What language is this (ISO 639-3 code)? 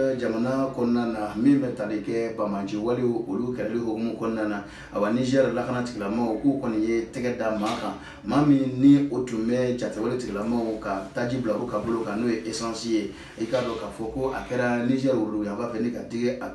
bam